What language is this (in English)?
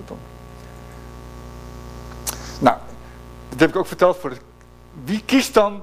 Dutch